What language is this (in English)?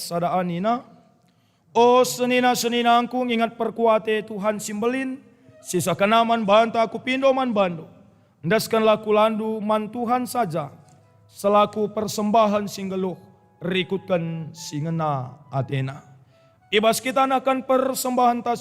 Batak Karo